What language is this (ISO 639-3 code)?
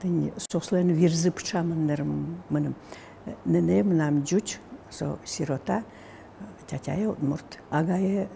udm